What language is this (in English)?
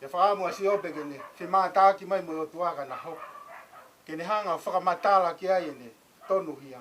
Tongan